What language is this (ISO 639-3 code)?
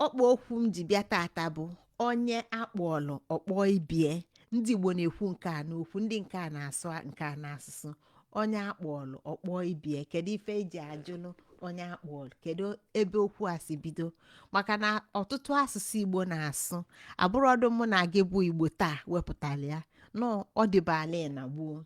ibo